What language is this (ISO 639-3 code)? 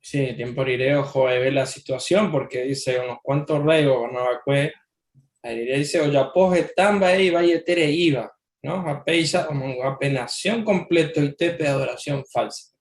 grn